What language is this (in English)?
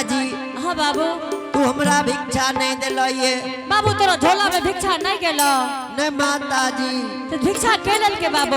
Angika